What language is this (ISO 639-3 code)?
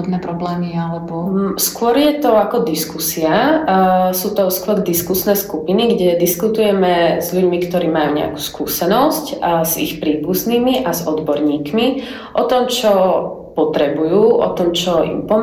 slk